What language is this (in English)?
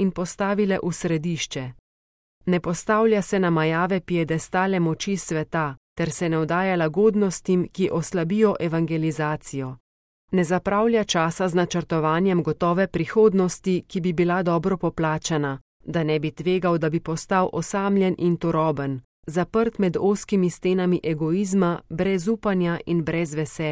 Slovenian